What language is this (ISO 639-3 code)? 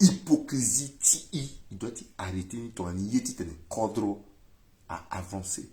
sag